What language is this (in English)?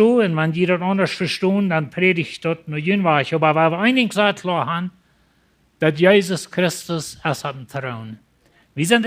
Plautdietsch